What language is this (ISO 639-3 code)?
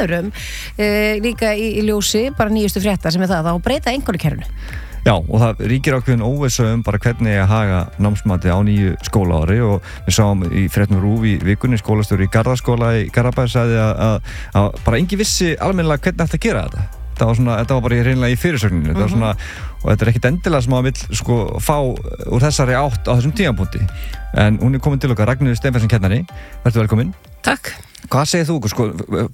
isl